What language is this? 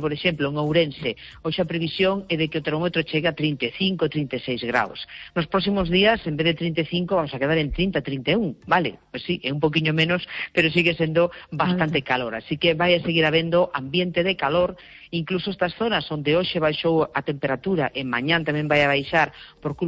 Galician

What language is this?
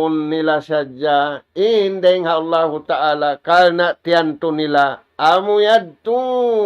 Tausug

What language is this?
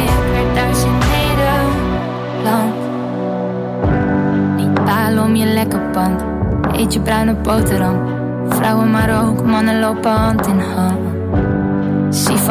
Dutch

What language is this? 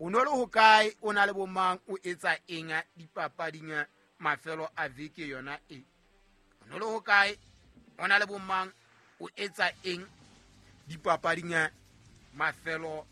Southern Sotho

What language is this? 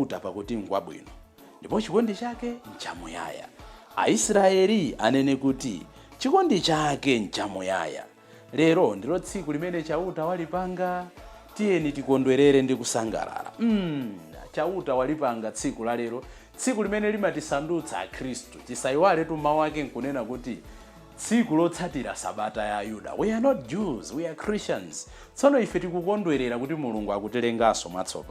Nyanja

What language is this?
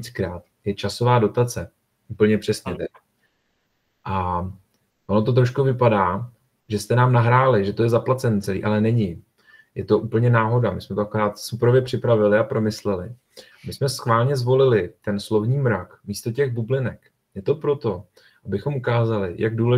Czech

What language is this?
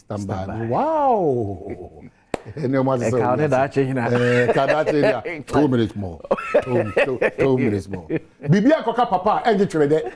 Akan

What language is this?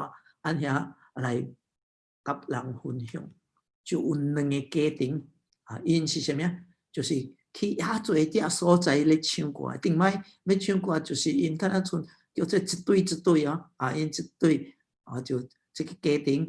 Min Nan Chinese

